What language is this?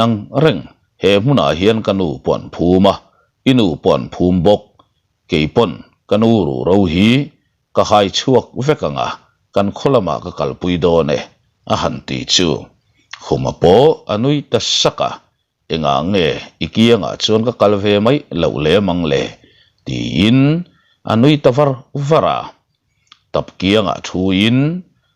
Mizo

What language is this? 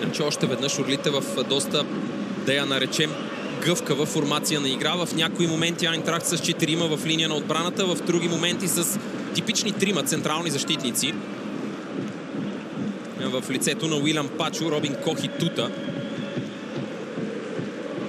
Bulgarian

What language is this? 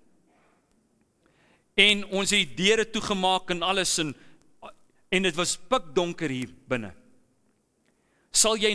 Afrikaans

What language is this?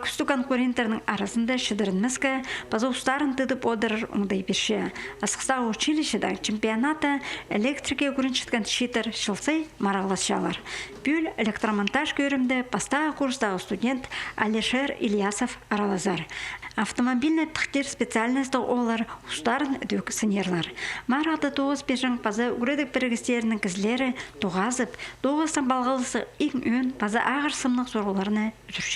Khakas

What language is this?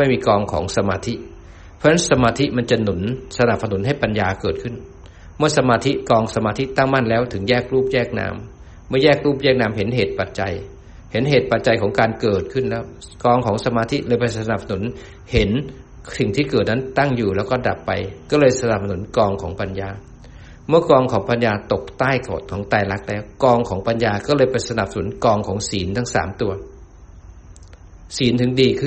Thai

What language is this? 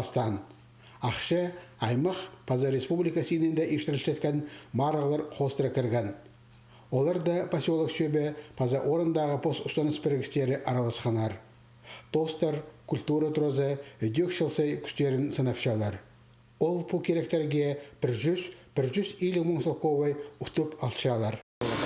Khakas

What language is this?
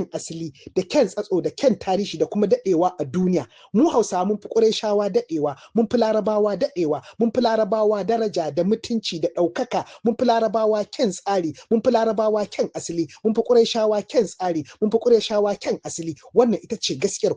Hausa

